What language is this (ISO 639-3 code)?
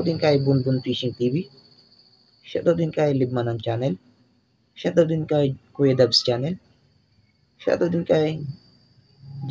fil